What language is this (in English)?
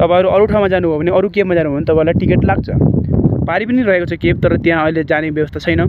Nepali